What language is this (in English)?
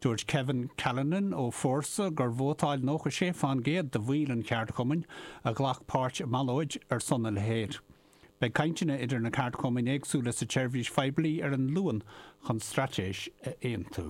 Irish